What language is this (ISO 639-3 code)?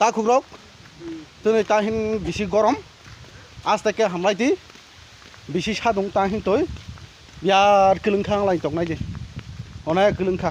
trp